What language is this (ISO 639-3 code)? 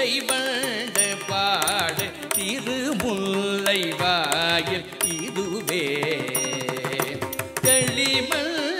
tam